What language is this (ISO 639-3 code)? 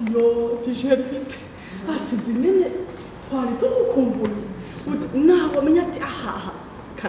run